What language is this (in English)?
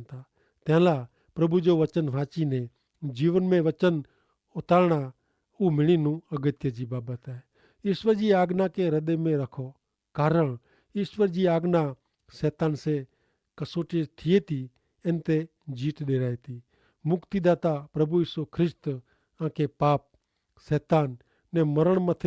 Kachhi